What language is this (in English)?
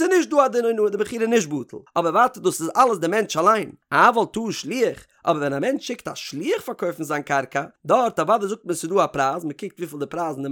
Yiddish